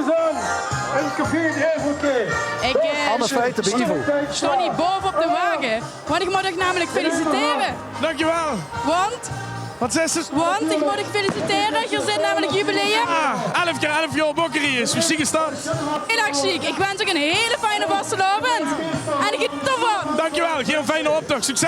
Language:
Limburgish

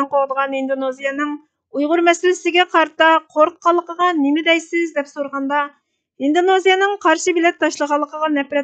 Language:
Uyghur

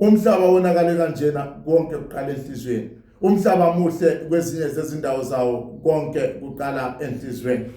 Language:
Zulu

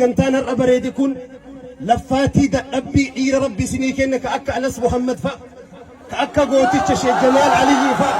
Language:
Oromo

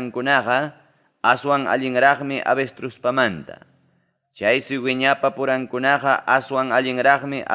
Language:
Ayacucho Quechua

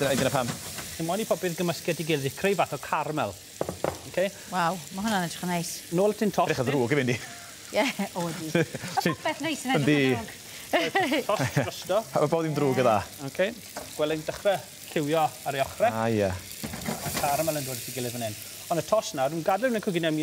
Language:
Welsh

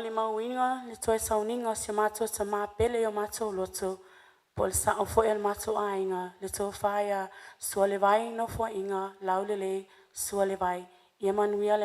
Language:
Samoan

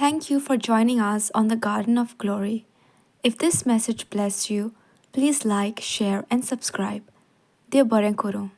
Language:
Konkani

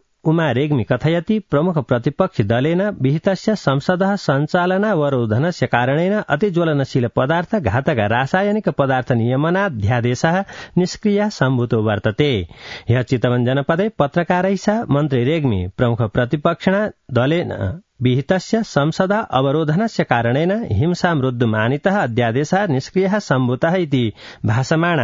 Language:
Sanskrit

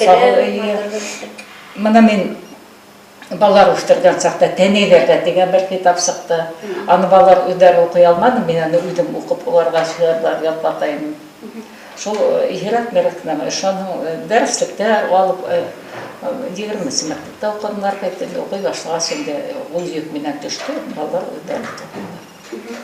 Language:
Bashkir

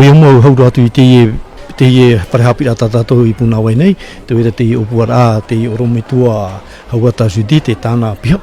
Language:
Tahitian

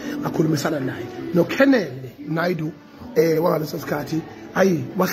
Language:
Zulu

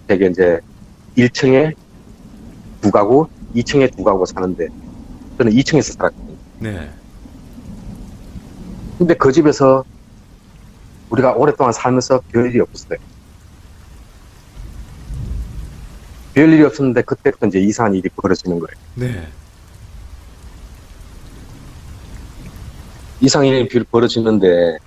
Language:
Korean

